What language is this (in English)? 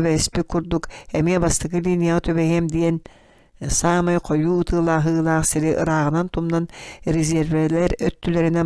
Yakut